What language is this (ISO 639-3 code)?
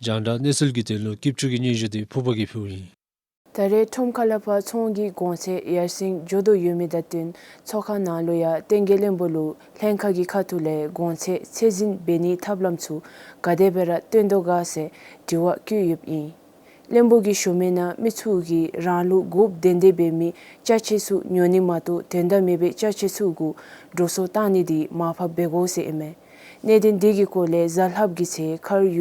dzo